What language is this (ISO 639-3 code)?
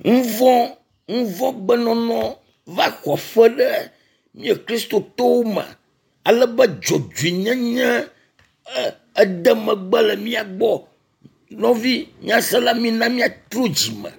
ewe